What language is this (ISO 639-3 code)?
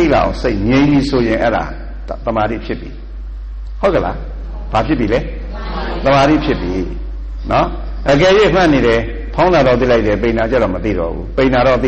mya